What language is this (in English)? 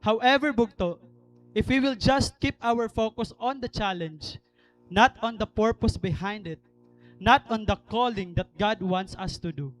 Waray